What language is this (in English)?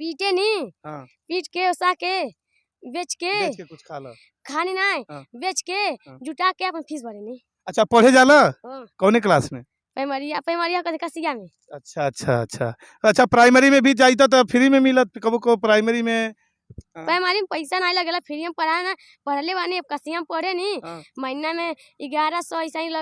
Bhojpuri